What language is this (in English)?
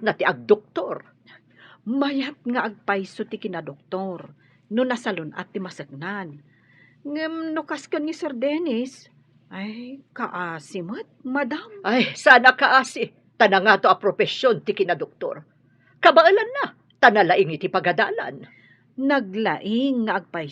Iloko